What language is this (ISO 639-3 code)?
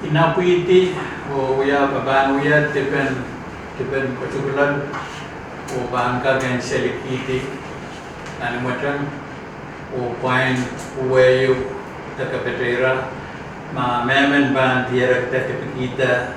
pon